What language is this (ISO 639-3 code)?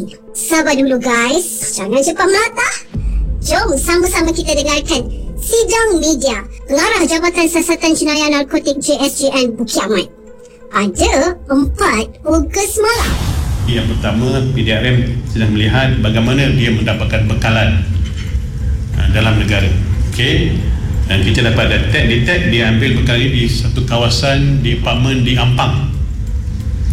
msa